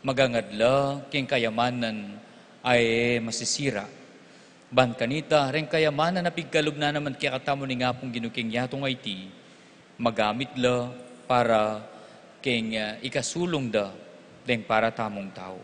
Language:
Pampanga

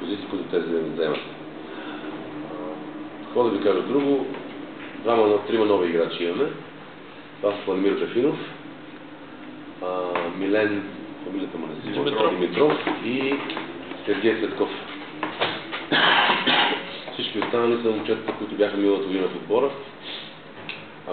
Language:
Bulgarian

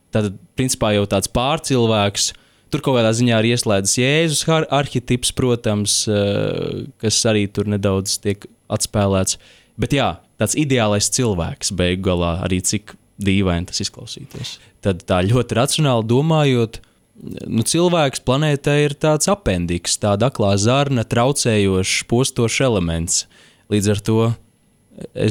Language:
Latvian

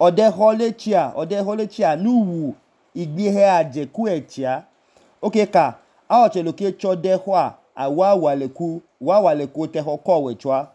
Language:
Idoma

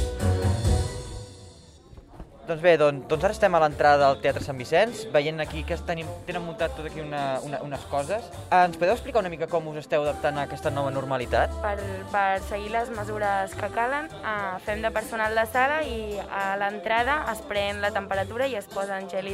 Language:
Catalan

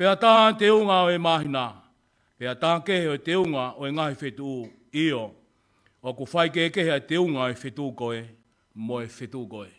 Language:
Tongan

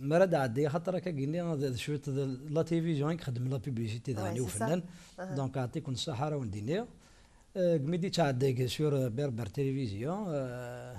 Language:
Kabyle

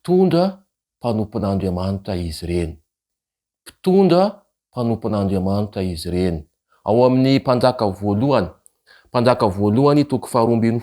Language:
Malagasy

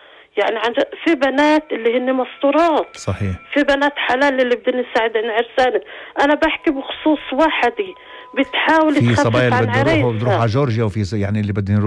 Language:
North Levantine Arabic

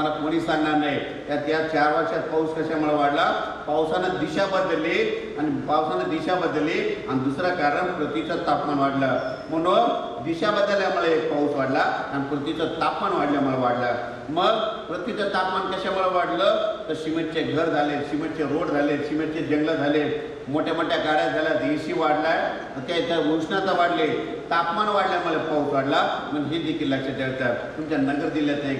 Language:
Marathi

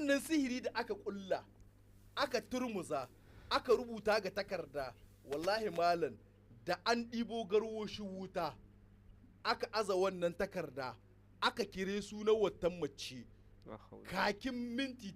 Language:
Hausa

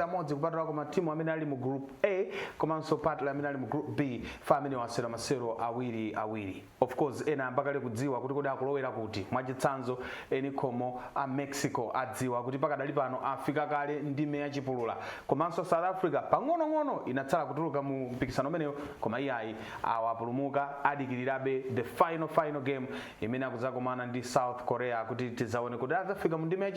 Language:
Nyanja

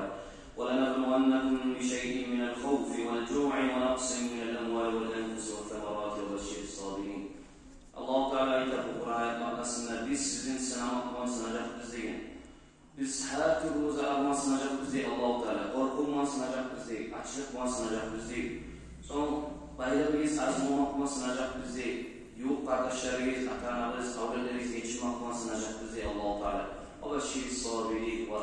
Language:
Kumyk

